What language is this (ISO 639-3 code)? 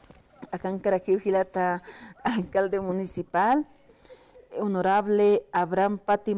aym